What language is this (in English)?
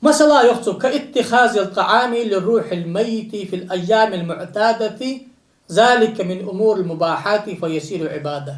Ingush